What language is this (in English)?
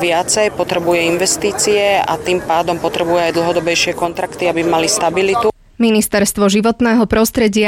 Slovak